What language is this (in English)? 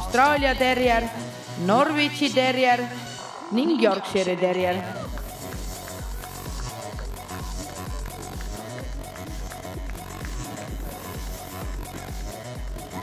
Estonian